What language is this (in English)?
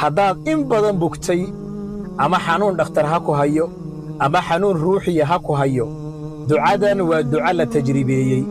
Somali